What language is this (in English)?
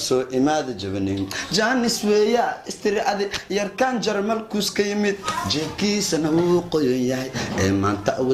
Somali